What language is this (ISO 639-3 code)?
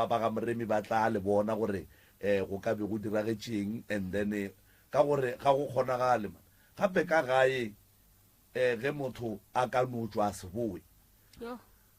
nso